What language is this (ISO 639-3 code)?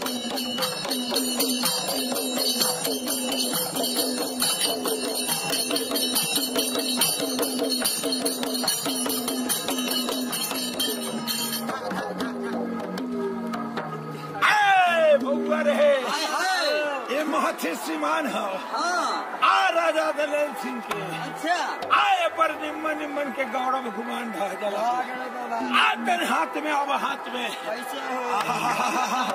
bho